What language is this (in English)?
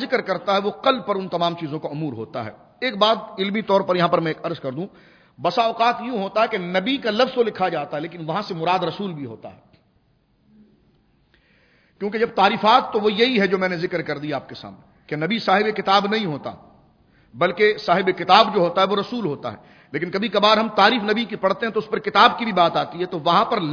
Urdu